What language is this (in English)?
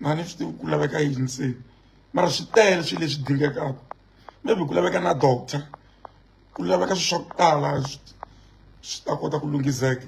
Tsonga